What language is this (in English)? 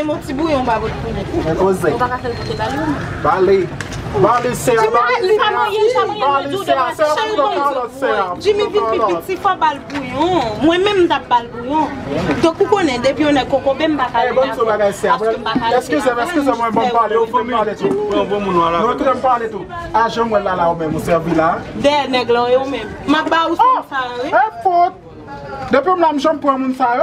Haitian Creole